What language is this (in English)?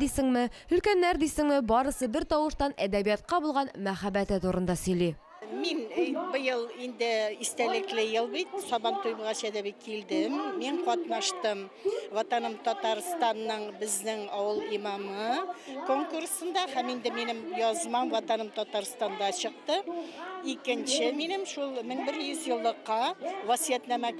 Tatar